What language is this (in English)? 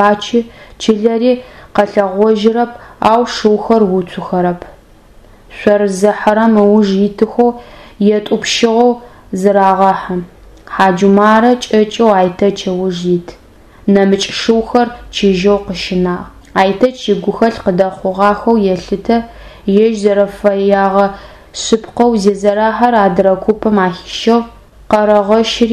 Adyghe